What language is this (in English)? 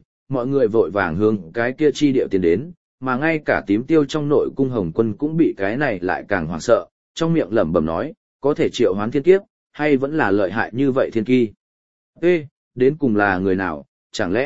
Vietnamese